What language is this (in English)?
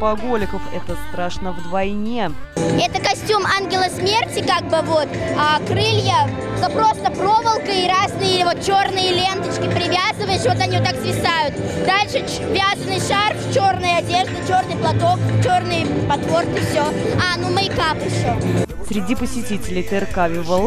Russian